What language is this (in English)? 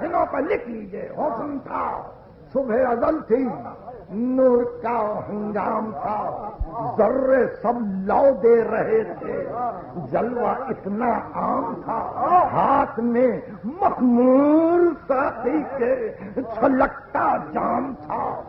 Urdu